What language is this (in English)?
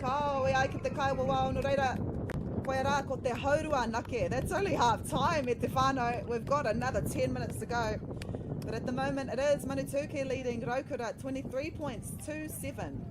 Māori